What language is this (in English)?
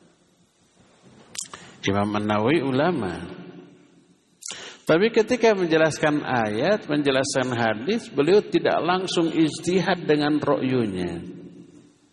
Indonesian